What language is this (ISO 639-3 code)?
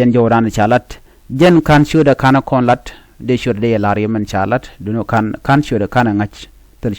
nus